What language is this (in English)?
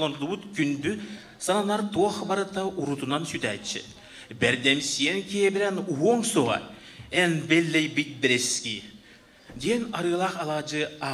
Yakut